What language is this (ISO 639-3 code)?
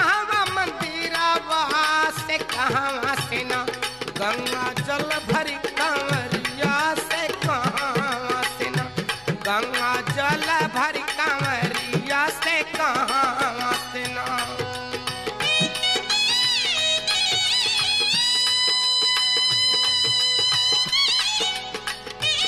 bho